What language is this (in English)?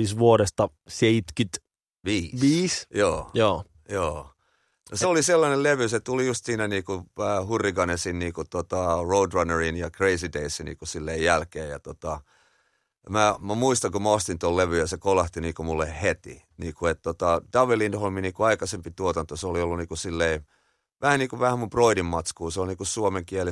Finnish